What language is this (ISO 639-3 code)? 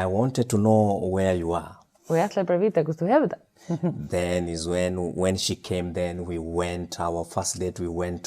fao